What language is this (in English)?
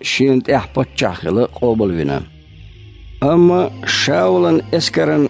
Chechen